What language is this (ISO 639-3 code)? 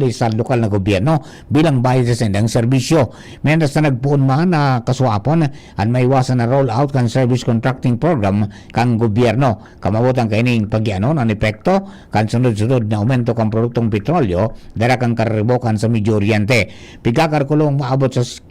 bik